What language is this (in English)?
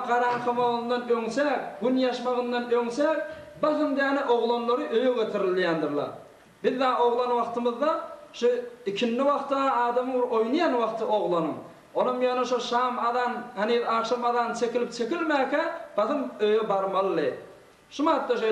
Turkmen